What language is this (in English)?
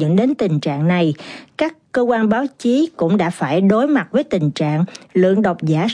Vietnamese